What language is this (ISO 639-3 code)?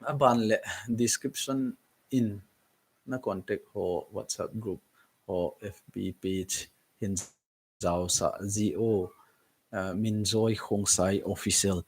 tcz